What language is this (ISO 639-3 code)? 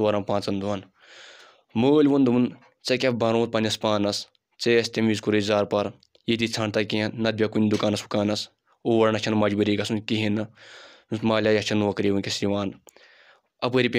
kas